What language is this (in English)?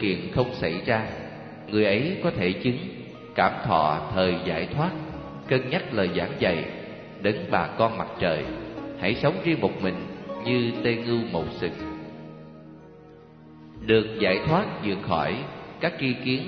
Vietnamese